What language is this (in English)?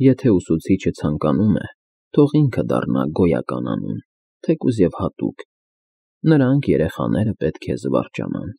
Armenian